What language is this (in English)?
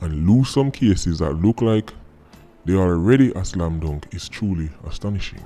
Jamaican Creole English